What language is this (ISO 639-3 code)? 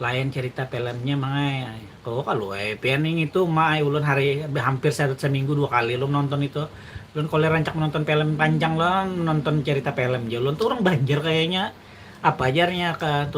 bjn